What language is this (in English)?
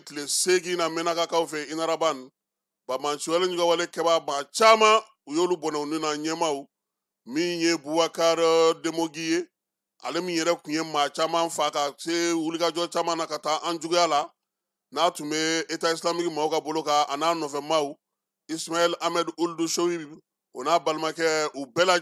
Bambara